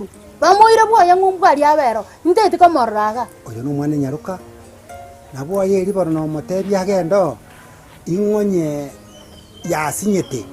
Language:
Gusii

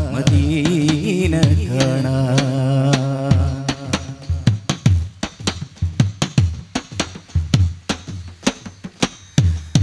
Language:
Malayalam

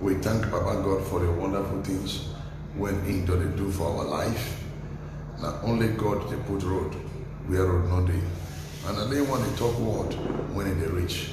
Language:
Nigerian Pidgin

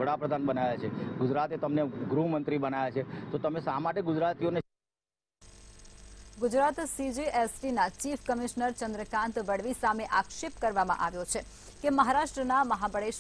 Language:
Gujarati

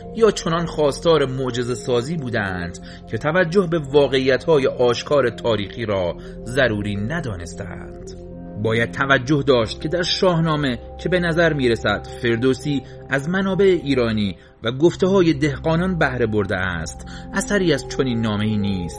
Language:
Persian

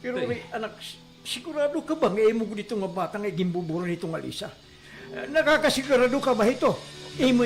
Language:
Waray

